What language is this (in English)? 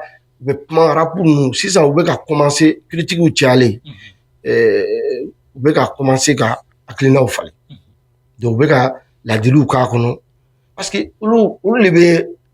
Bambara